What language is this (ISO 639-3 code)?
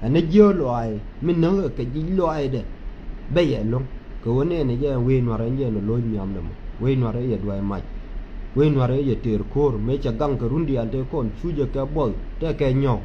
nus